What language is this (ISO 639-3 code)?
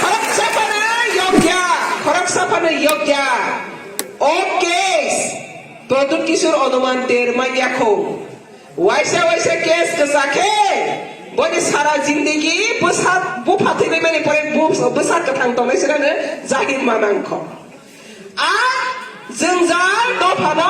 trp